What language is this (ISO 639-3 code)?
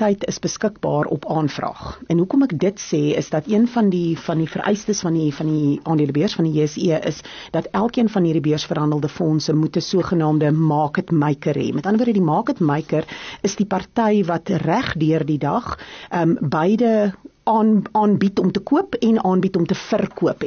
afr